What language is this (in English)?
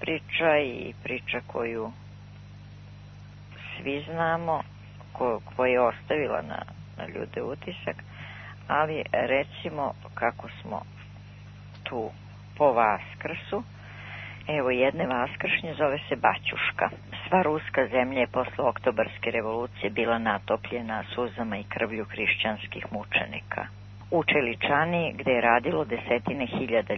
Serbian